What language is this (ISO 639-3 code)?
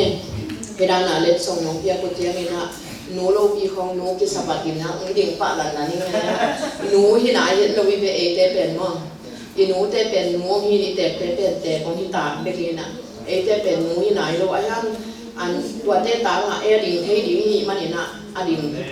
ctd